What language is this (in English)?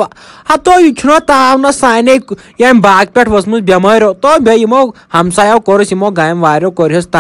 Kashmiri